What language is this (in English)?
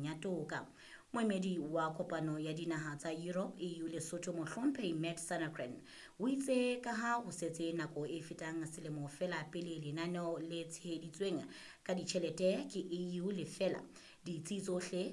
Southern Sotho